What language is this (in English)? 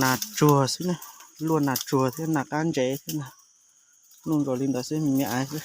Hmong